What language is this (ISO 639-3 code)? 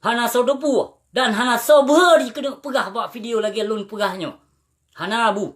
ace